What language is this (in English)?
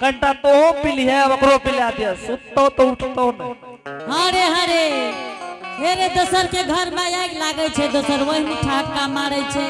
Angika